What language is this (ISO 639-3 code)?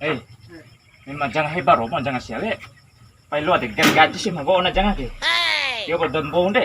bhp